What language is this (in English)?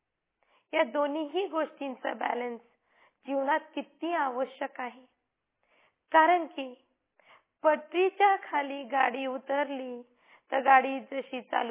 Marathi